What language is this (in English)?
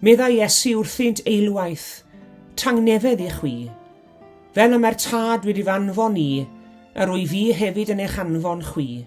Welsh